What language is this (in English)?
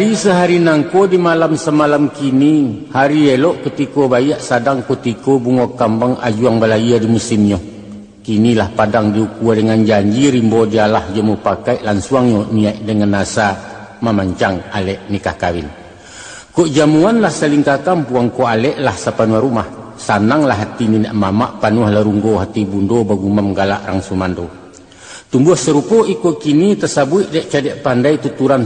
Minangkabau